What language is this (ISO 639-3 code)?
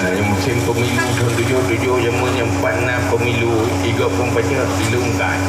ace